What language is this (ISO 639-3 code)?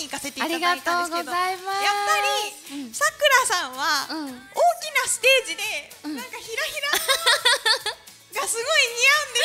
jpn